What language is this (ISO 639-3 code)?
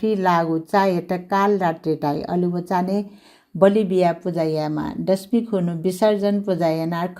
new